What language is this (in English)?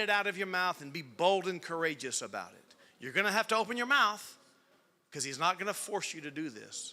English